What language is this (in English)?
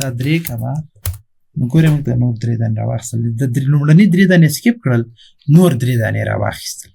Pashto